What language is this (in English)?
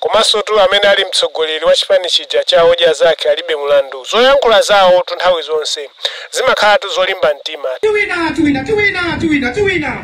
Nyanja